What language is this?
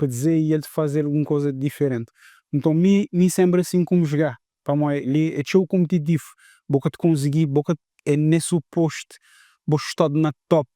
Kabuverdianu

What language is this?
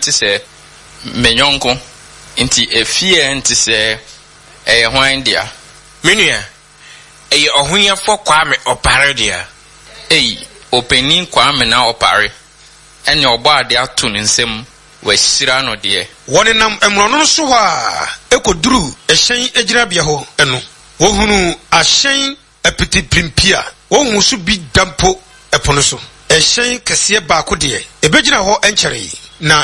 Akan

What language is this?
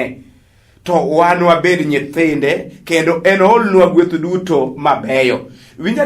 Luo (Kenya and Tanzania)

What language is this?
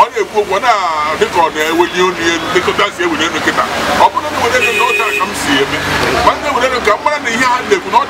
Igbo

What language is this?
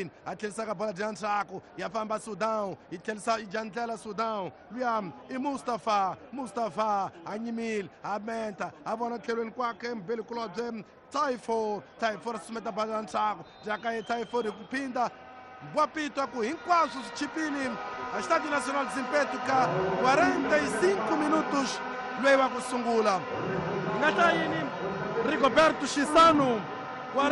Tsonga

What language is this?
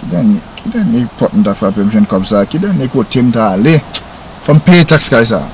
Haitian Creole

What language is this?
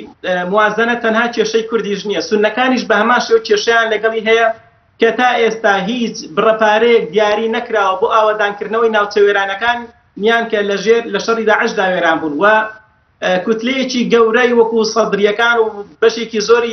Central Kurdish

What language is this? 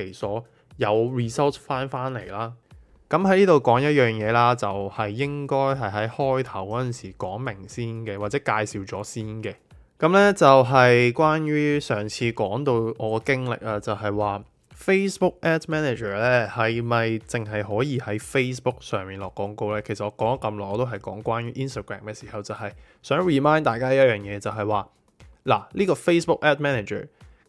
Cantonese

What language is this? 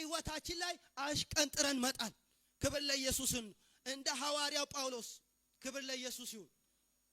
Amharic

